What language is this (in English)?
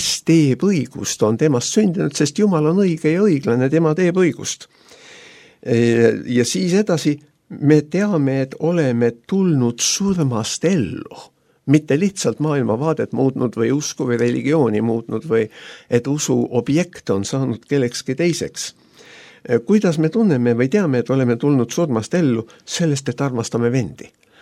Estonian